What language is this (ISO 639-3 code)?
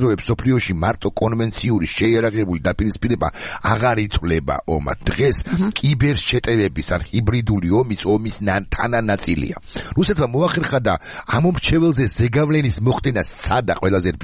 kat